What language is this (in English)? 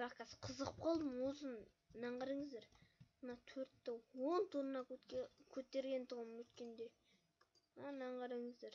Kazakh